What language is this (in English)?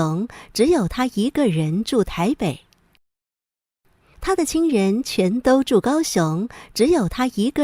Hakka Chinese